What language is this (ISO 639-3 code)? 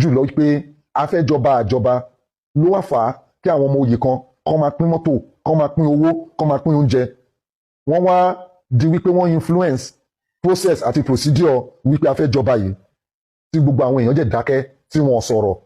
yor